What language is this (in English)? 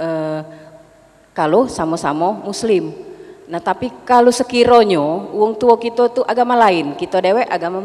Musi